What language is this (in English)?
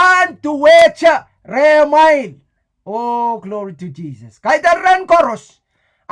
Pohnpeian